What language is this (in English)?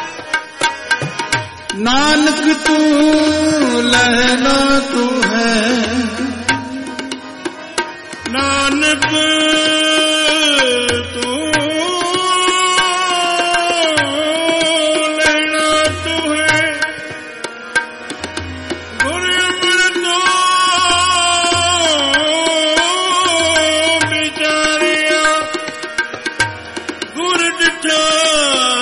Punjabi